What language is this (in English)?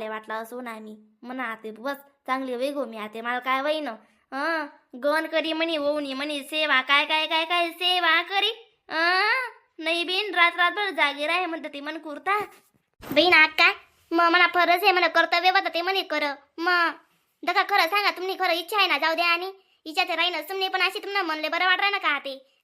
Khandesi